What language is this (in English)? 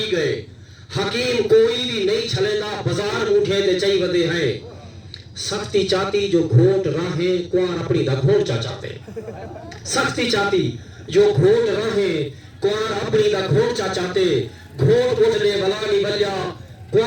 Saraiki